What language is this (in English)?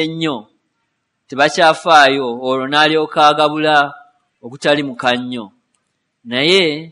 Ganda